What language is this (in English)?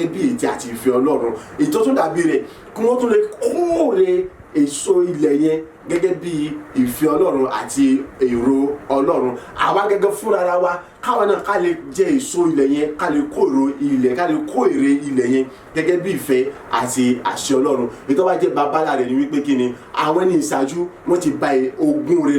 Yoruba